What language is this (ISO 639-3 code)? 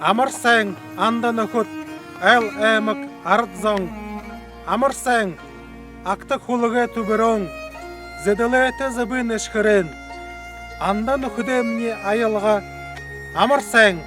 bua